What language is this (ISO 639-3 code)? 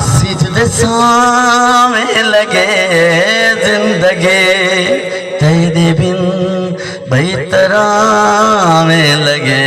skr